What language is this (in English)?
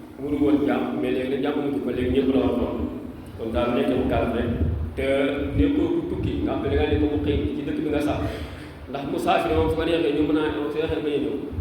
Wolof